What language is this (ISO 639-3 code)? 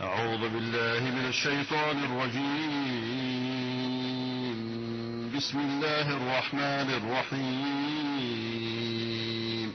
fas